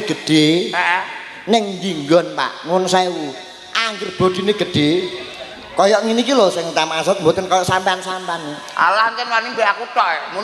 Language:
Javanese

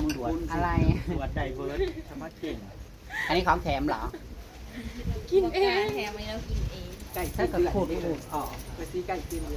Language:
Northeastern Thai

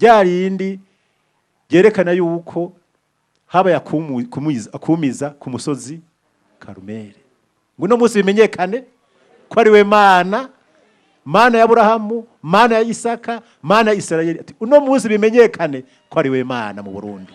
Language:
Rundi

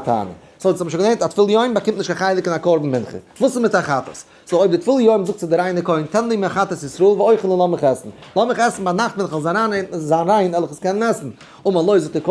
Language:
Yiddish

